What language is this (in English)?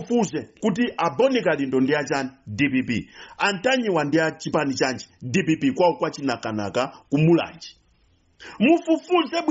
Nyanja